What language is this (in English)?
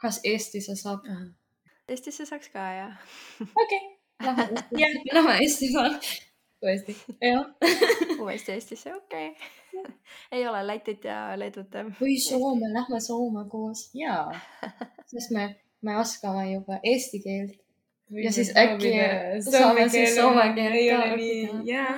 Estonian